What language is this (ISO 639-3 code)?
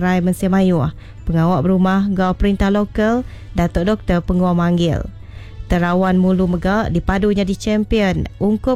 iba